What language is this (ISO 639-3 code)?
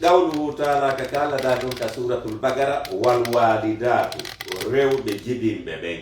ful